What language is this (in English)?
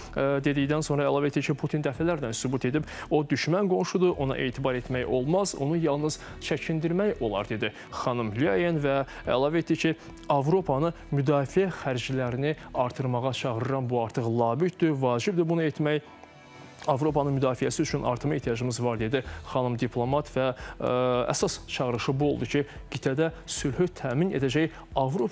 Azerbaijani